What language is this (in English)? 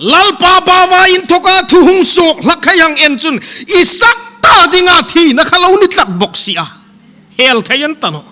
Hmar